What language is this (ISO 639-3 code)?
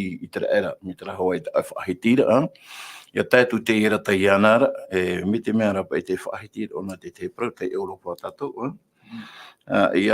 tah